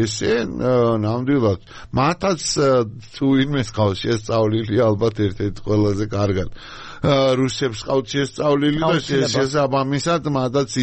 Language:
Georgian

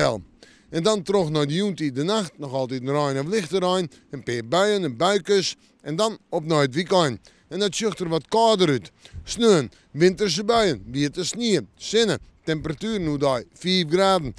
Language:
Western Frisian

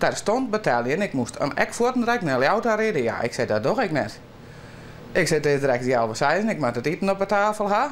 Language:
Western Frisian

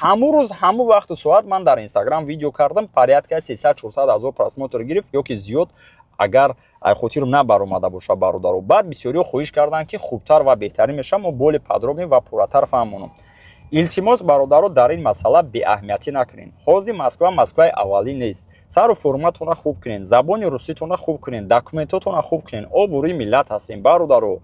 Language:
Tajik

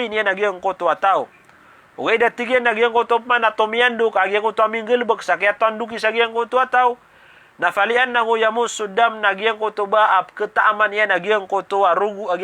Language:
Maranao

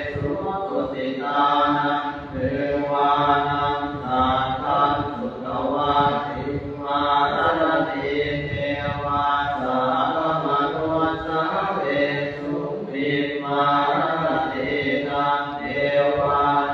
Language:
Pali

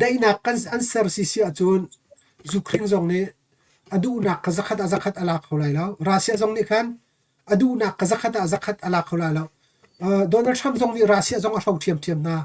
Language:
Hakha Chin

